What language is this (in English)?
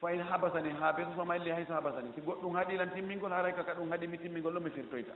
Fula